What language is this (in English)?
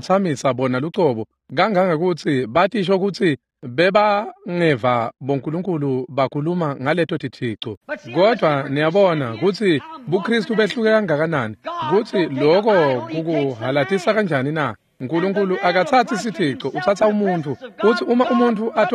Swati